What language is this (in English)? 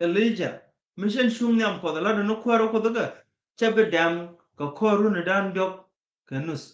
Nuer